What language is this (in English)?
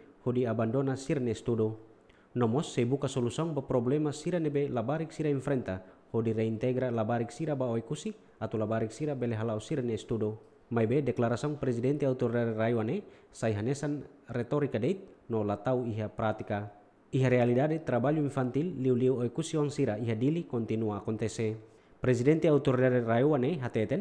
Tetum